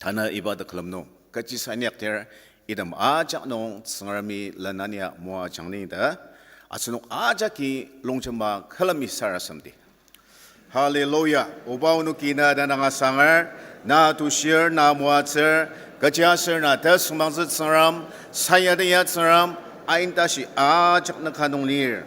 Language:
Ao Naga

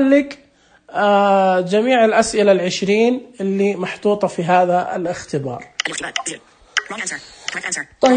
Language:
Najdi Arabic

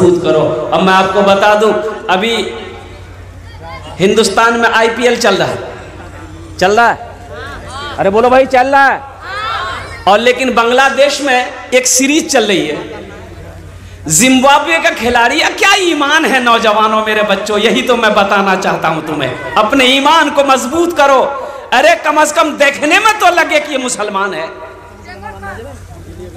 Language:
Hindi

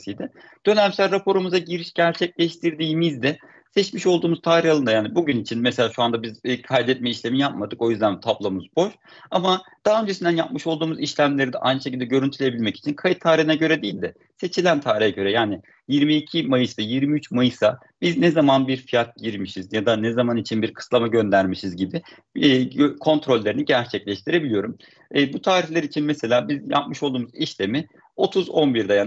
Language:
Turkish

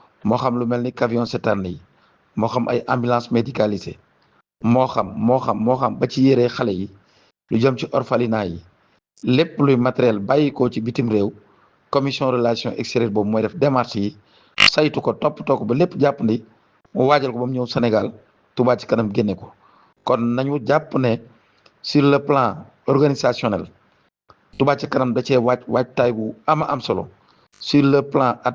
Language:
Wolof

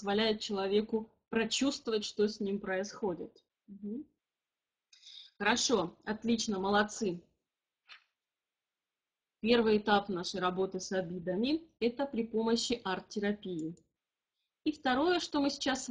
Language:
Russian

